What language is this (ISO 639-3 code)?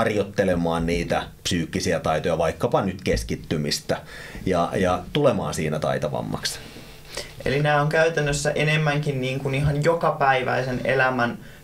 fin